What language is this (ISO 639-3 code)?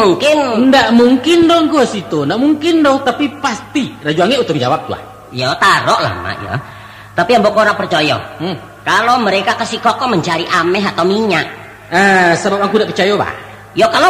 min